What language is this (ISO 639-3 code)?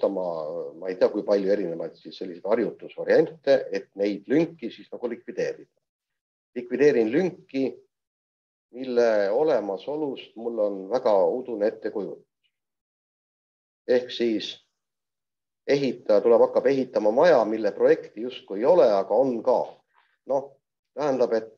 est